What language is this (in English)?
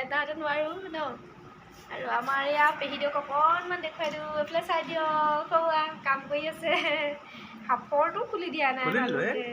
Assamese